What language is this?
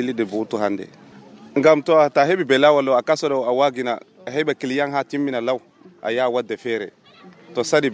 Nigerian Fulfulde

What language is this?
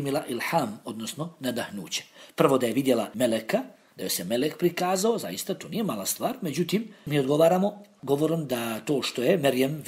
Bosnian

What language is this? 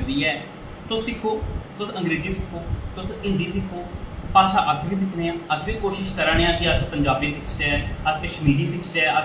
Dogri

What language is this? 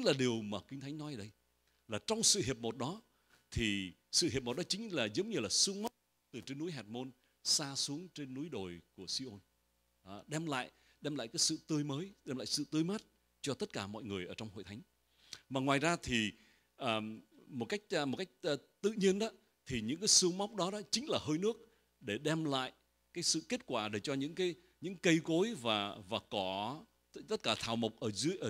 Vietnamese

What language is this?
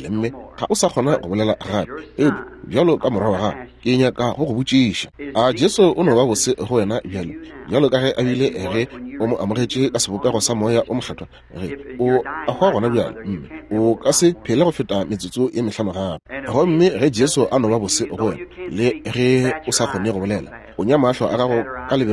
Northern Sotho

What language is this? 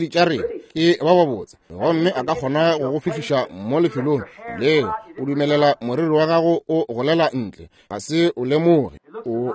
Northern Sotho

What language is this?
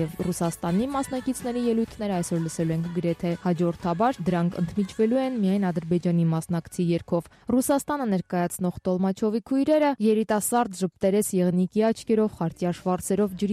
Armenian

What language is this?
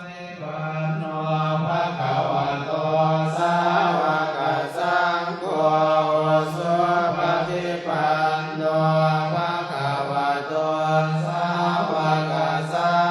Pali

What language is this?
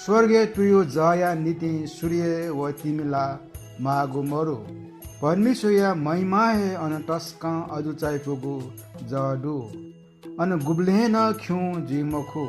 Newari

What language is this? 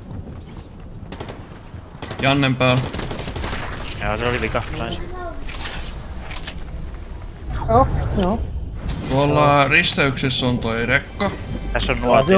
Finnish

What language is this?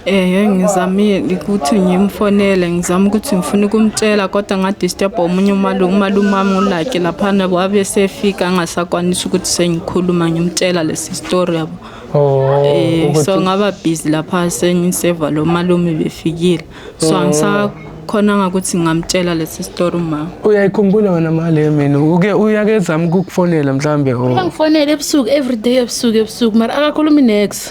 Zulu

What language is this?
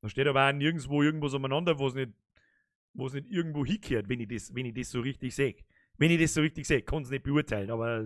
Bavarian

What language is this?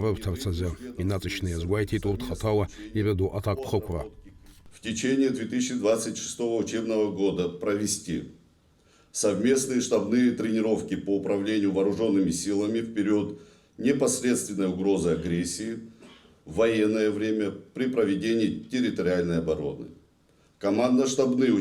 Abkhazian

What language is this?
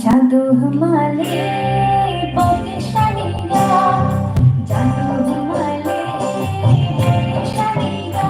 Kok Borok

